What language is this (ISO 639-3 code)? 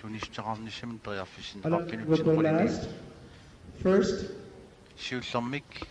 kal